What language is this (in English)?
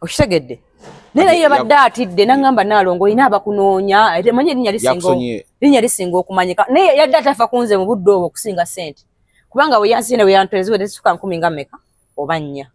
Ganda